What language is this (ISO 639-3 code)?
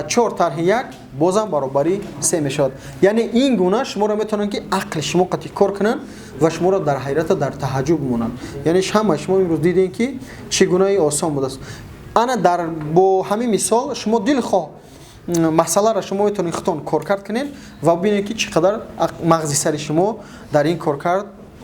tgk